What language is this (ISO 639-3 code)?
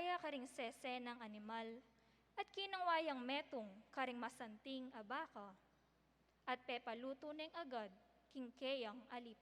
pam